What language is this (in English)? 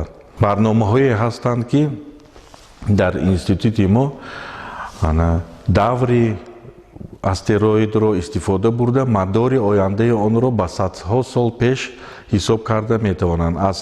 Tajik